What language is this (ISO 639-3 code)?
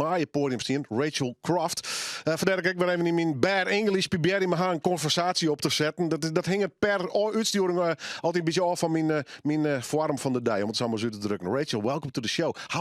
fry